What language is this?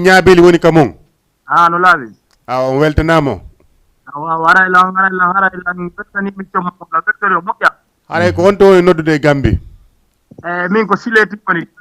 Fula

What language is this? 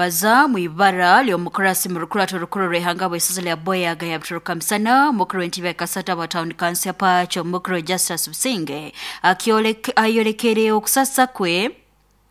Nyoro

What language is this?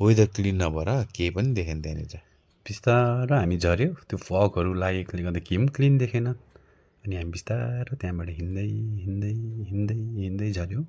Nepali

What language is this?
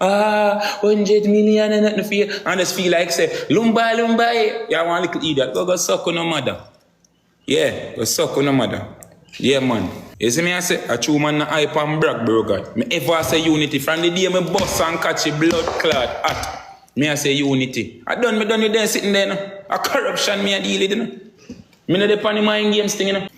Jamaican Creole English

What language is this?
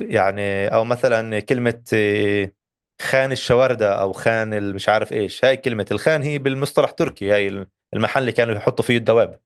North Levantine Arabic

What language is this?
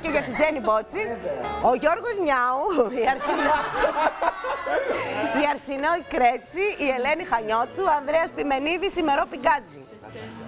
Greek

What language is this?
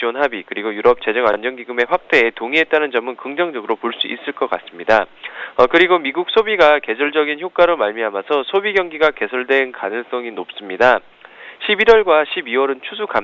Korean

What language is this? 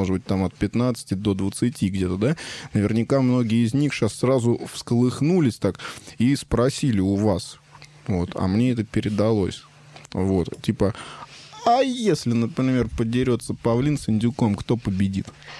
Russian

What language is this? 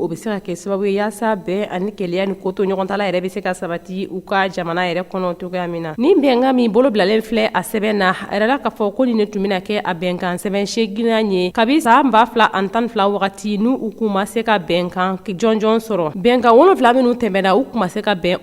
Bambara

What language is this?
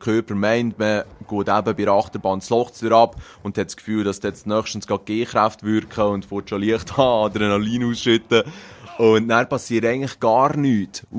Swiss German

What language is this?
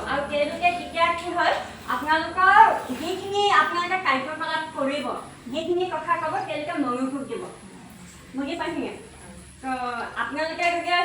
Assamese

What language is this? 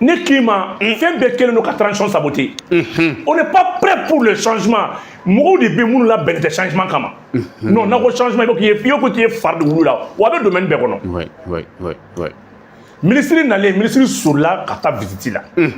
Bambara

